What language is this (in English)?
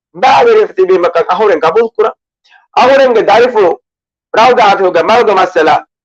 Divehi